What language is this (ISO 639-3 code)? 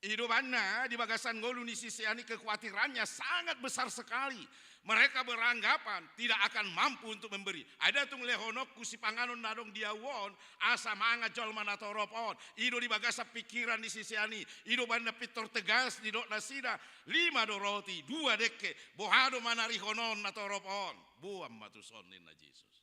bbc